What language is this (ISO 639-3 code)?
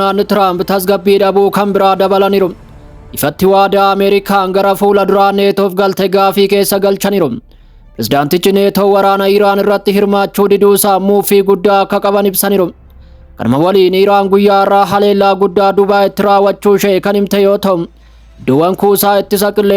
orm